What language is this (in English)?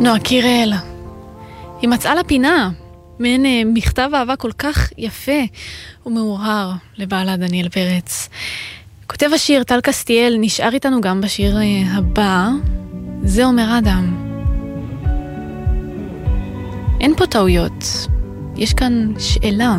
Hebrew